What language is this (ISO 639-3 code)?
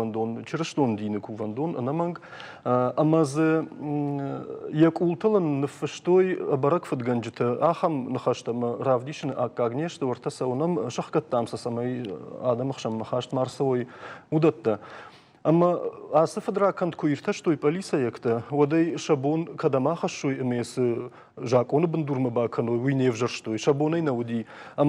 oss